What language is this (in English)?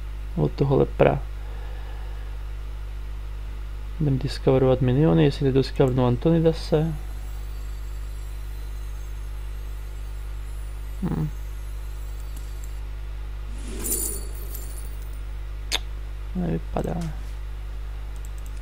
Czech